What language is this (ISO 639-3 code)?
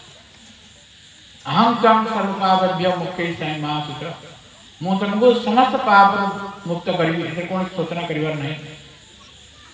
ori